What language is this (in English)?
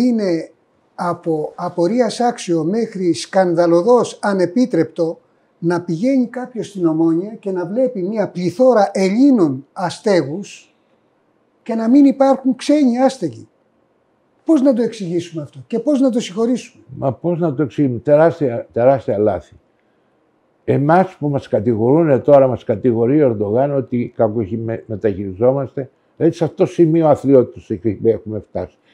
Greek